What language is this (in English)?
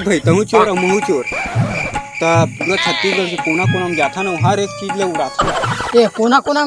Chhattisgarhi